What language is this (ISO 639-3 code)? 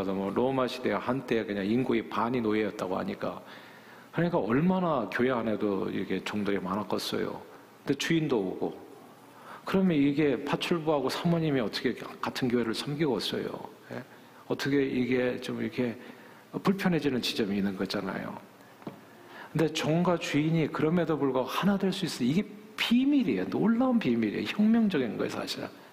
kor